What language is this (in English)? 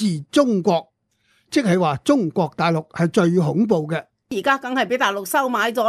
Cantonese